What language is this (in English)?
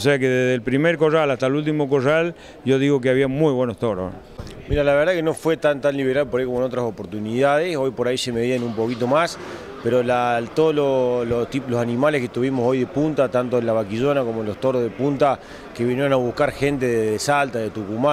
Spanish